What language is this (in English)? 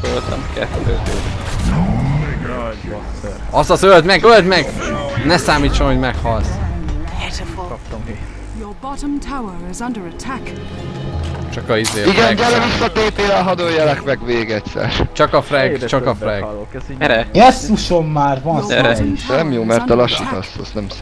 Hungarian